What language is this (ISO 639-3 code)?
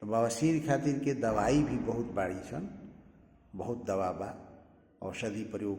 bho